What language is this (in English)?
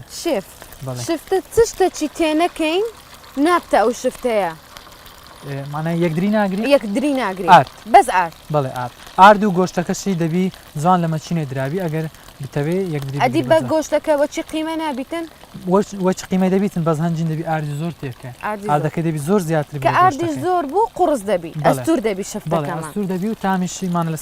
Central Kurdish